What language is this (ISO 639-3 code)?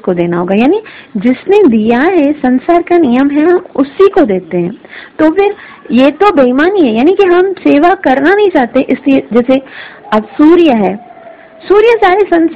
hin